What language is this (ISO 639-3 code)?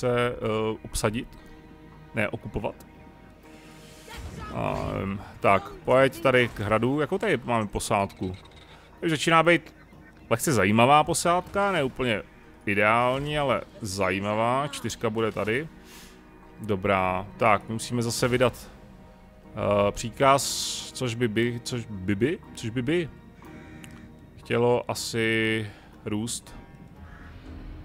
ces